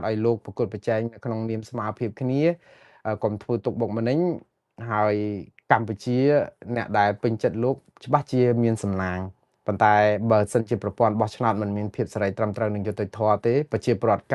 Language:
Khmer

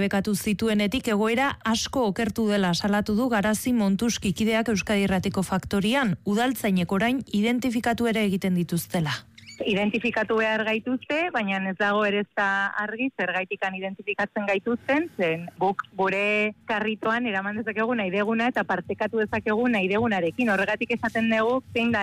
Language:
Basque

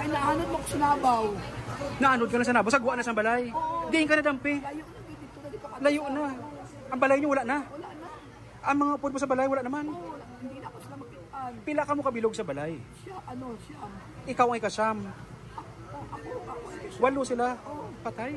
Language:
Hiligaynon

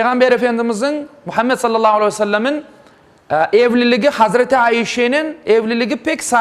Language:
Crimean Tatar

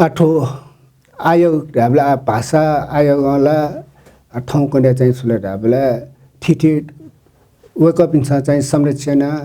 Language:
Newari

